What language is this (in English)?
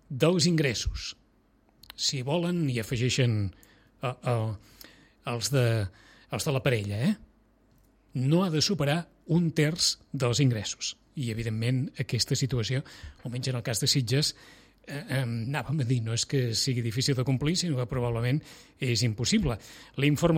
Catalan